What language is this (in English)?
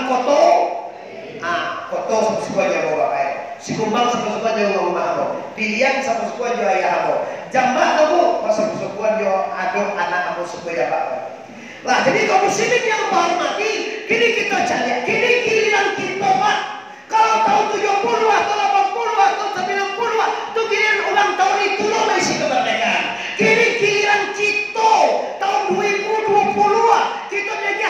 Minangkabau